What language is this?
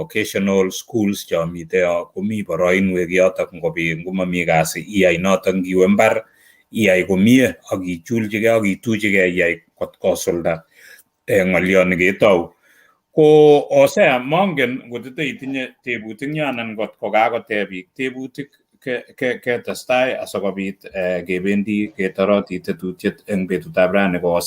Kalenjin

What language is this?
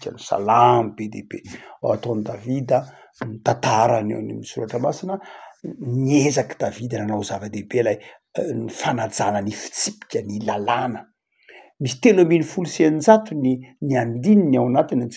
Malagasy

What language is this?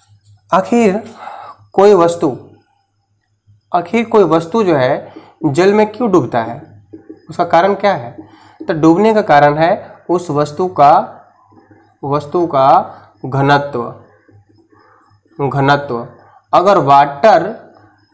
Hindi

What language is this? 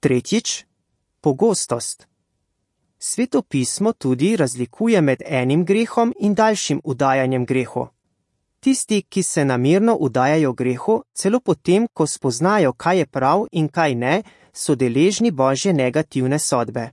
Slovenian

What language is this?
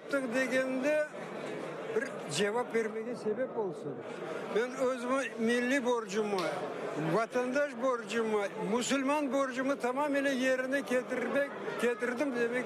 Crimean Tatar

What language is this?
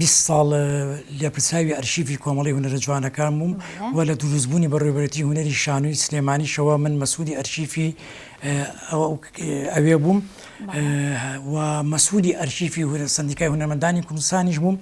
Central Kurdish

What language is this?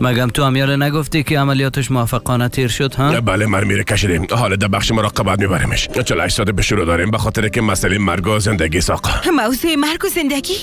Persian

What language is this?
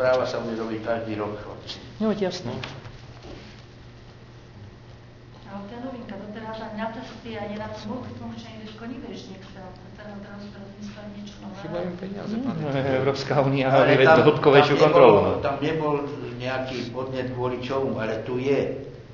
Slovak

